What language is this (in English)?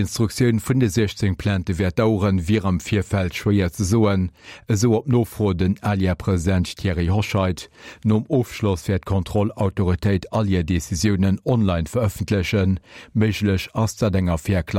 Luxembourgish